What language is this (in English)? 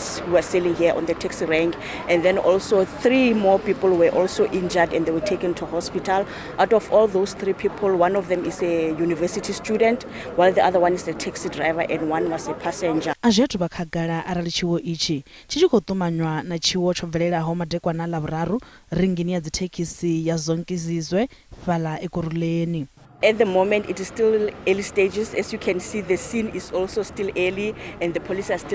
Venda